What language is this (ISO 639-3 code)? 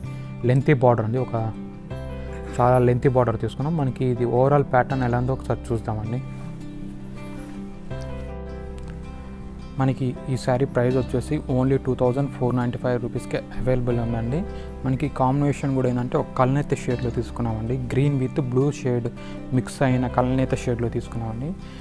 tel